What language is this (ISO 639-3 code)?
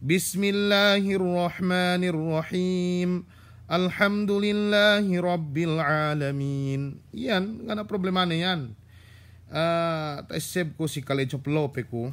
yka